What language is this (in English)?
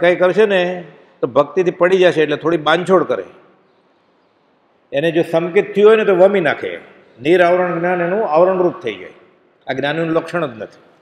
Gujarati